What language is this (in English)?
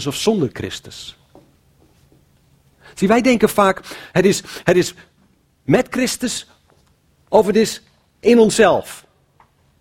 Dutch